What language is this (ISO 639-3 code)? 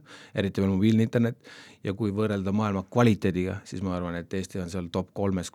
est